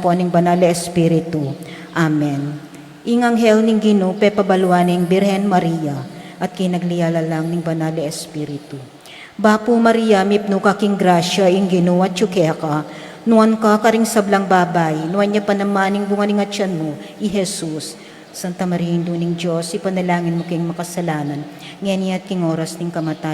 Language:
Pampanga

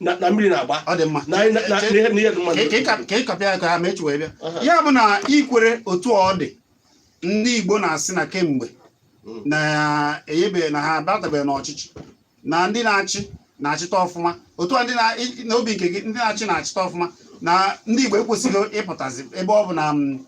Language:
Igbo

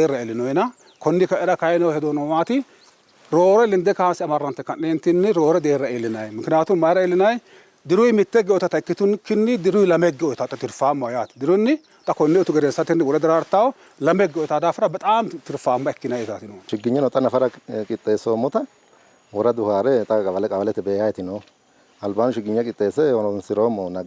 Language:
Sidamo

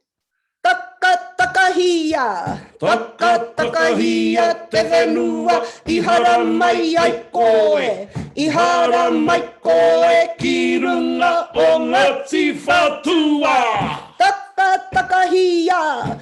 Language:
Māori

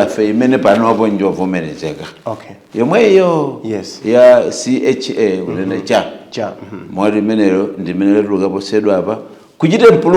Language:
Nyanja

